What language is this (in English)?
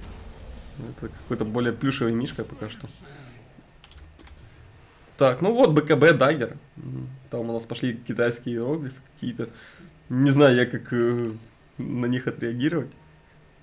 Russian